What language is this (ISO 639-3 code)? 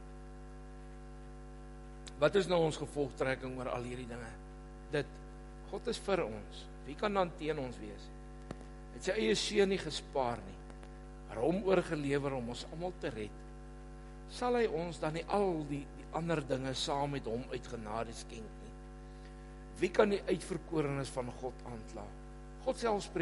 afr